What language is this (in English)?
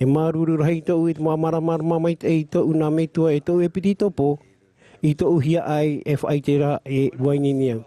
Tahitian